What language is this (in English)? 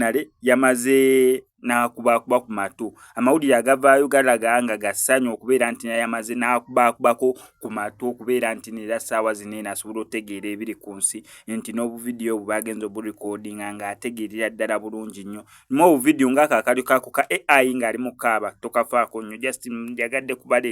Ganda